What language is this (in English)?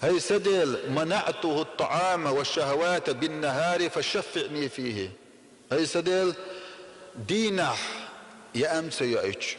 Chechen